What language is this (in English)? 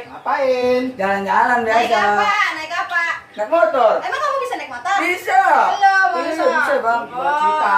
Betawi